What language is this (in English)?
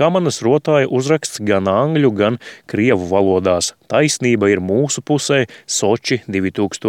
Latvian